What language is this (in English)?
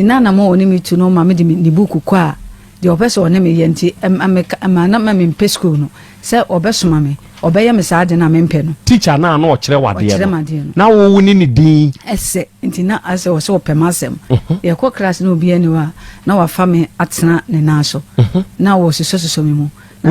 Akan